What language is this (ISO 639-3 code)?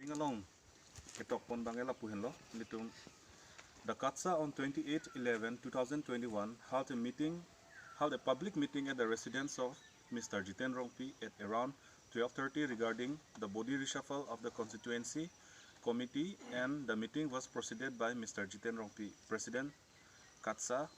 mjw